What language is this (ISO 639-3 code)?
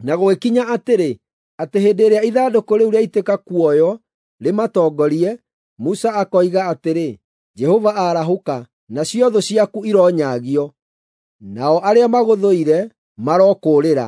kik